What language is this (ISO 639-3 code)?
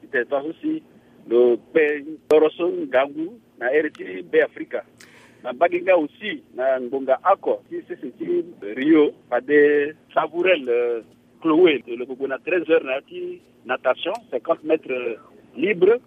sag